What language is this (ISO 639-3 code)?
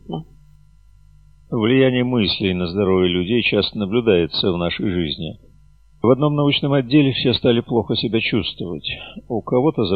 rus